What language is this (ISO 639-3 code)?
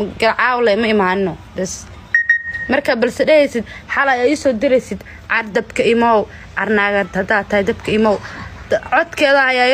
som